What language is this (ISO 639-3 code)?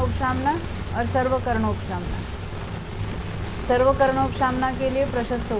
hin